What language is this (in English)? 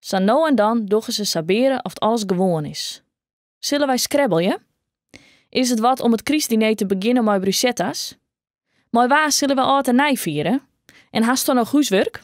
Western Frisian